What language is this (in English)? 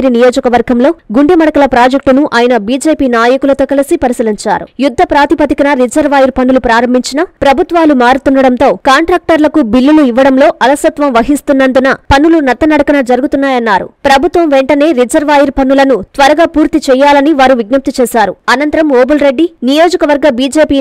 Telugu